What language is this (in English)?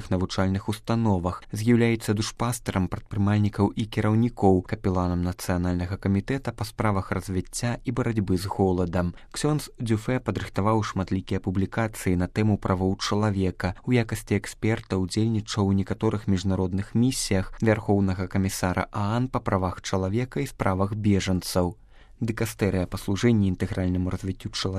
Belarusian